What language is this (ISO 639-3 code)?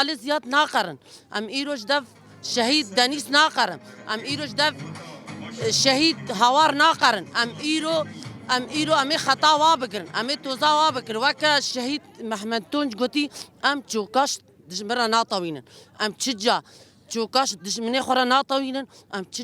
kur